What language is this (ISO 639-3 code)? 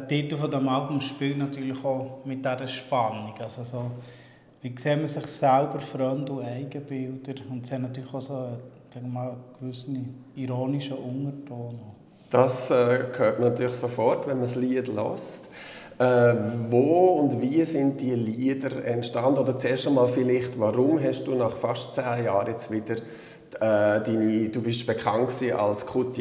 gsw